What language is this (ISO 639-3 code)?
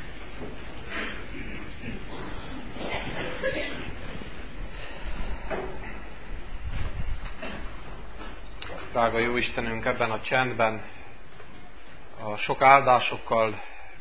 hun